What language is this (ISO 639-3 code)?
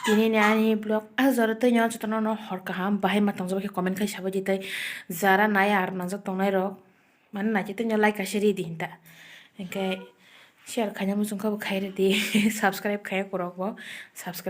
trp